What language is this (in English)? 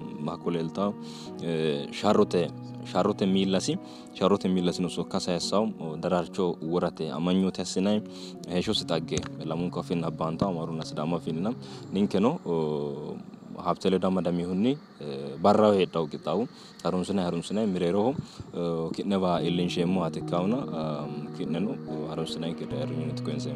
Sidamo